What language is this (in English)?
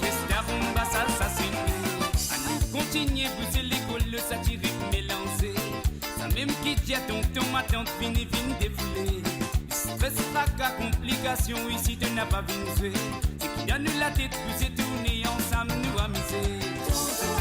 Morisyen